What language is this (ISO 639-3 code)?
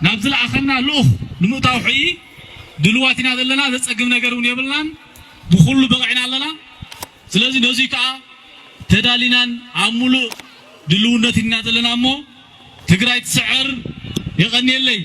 tir